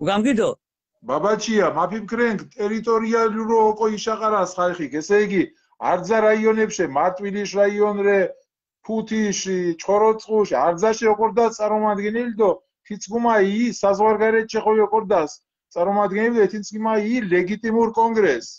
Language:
Mingrelian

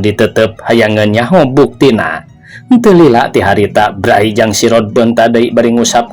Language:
Sundanese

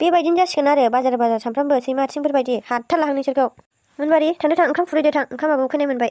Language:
Bodo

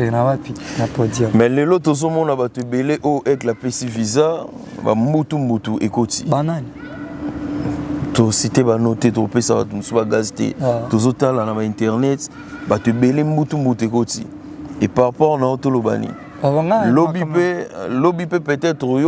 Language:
Lingala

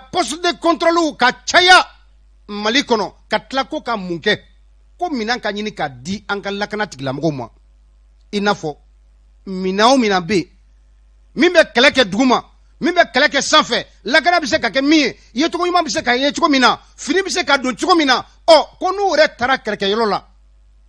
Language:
Bambara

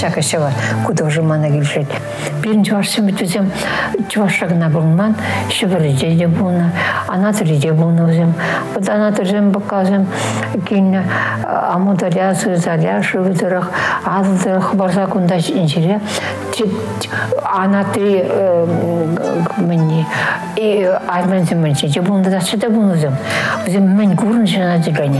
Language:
Chuvash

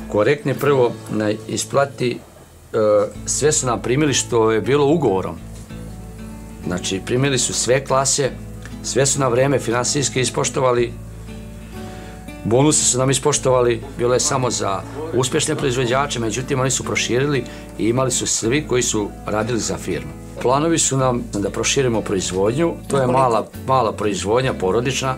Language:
Serbian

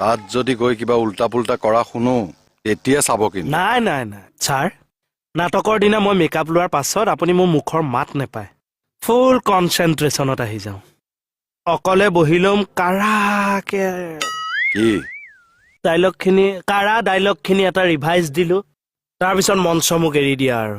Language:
Assamese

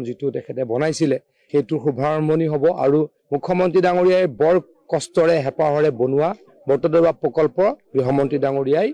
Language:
Assamese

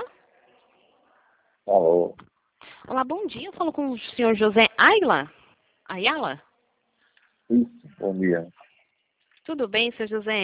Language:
Portuguese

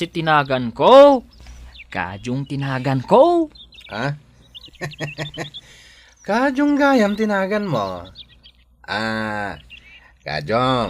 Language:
Iloko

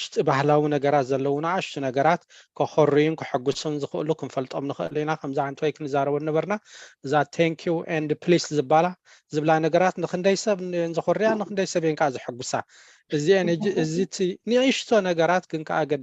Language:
Tigrinya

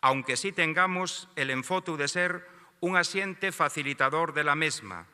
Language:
Asturian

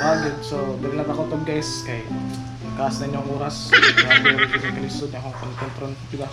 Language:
Cebuano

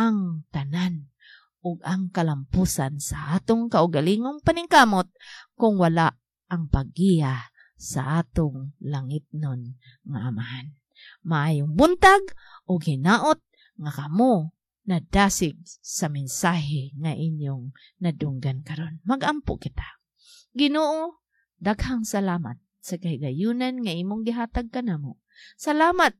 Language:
Cebuano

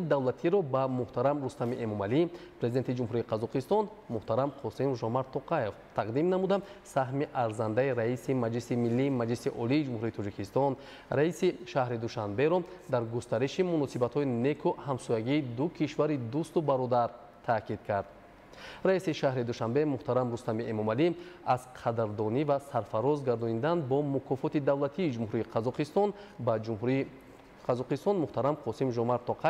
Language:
Tajik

